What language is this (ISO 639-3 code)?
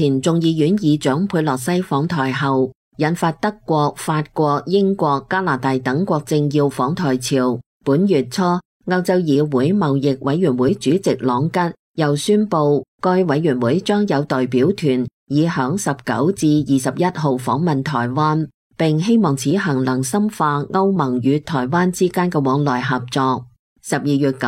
yue